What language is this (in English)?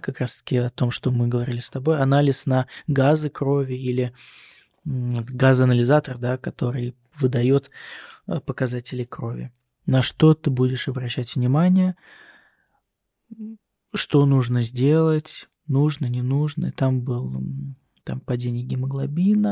Russian